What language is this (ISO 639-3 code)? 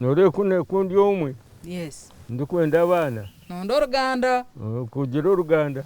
nyn